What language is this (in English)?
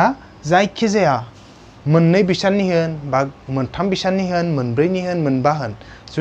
Bodo